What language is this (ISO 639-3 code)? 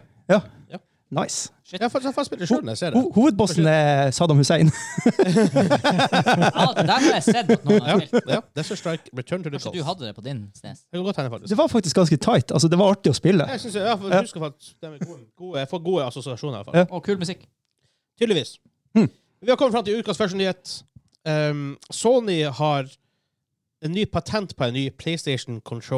nor